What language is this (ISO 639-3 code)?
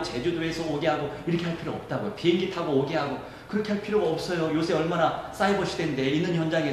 kor